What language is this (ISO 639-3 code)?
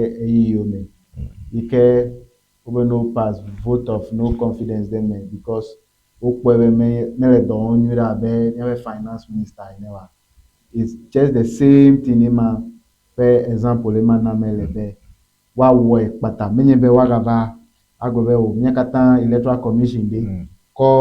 ewe